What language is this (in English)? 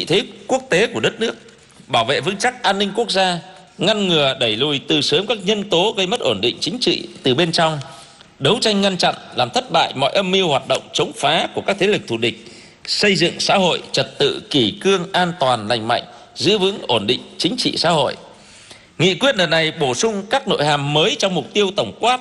Vietnamese